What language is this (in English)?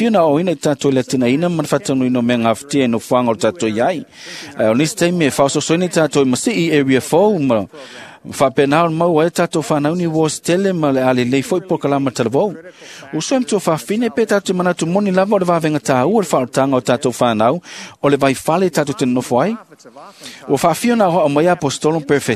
Samoan